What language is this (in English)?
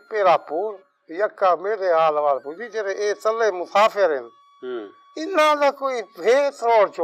Saraiki